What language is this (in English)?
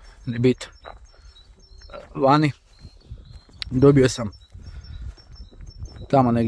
Croatian